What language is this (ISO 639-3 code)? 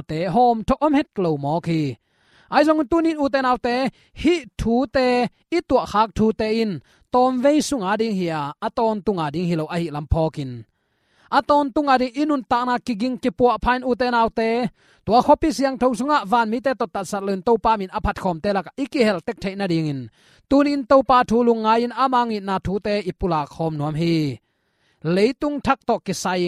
ctd